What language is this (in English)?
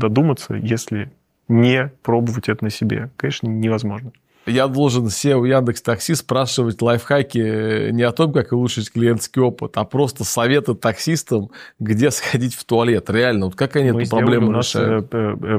Russian